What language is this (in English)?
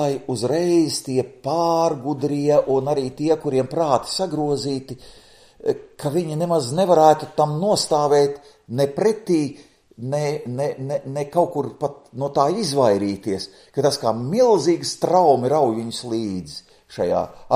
Latvian